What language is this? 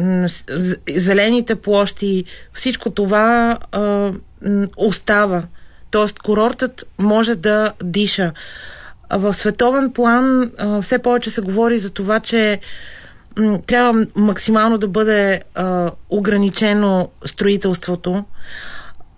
Bulgarian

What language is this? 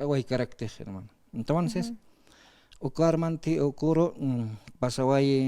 Aymara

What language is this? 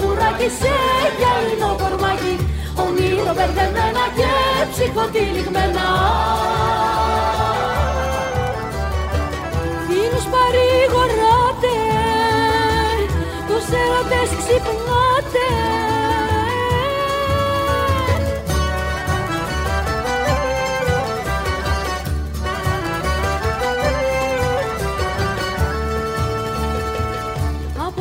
Greek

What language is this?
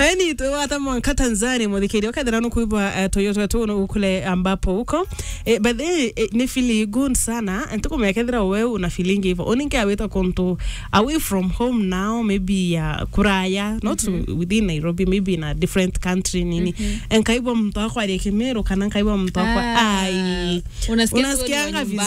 Meru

